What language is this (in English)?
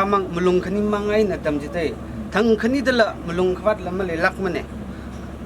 Tangkhul Naga (India)